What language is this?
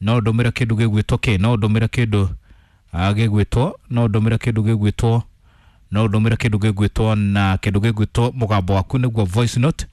Kikuyu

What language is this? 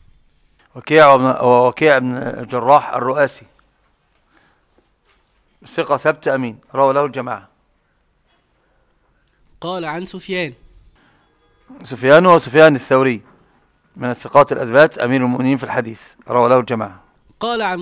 Arabic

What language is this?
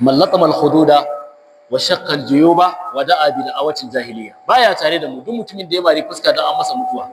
Hausa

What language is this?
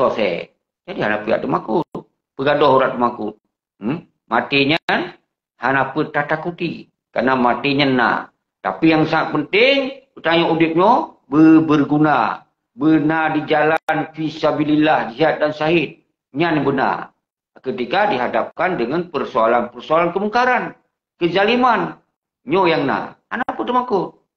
Achinese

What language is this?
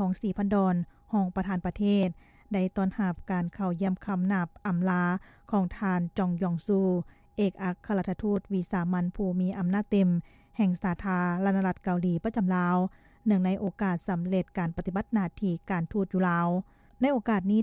Lao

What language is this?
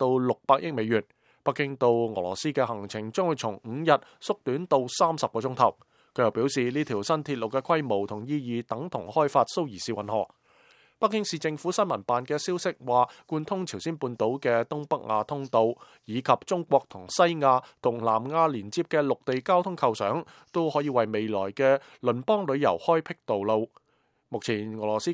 Cantonese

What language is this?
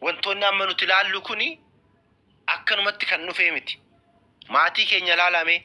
Oromo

